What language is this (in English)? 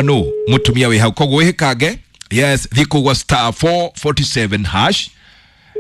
Kikuyu